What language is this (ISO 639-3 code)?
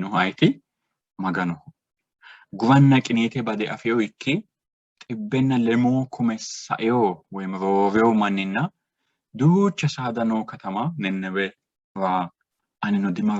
sid